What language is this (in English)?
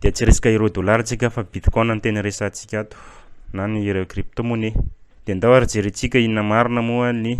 Malagasy